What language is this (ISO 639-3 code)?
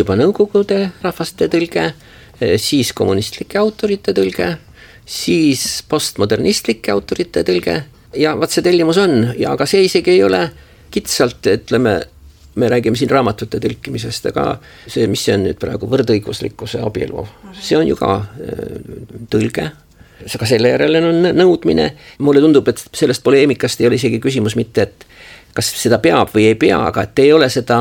est